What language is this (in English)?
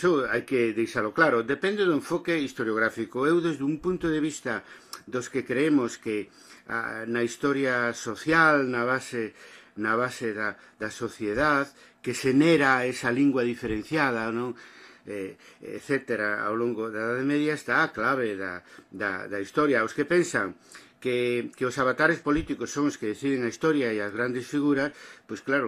Galician